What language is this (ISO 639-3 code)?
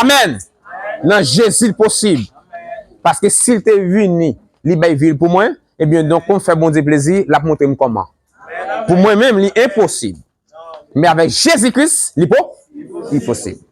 hat